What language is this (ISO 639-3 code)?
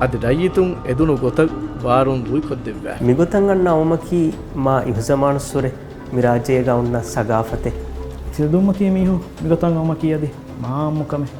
div